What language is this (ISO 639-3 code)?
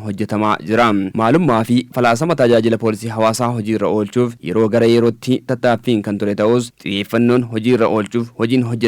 orm